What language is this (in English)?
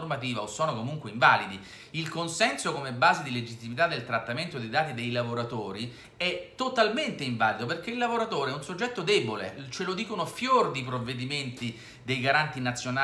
Italian